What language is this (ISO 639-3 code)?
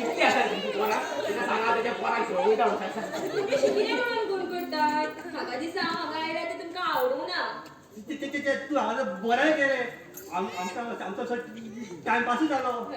kok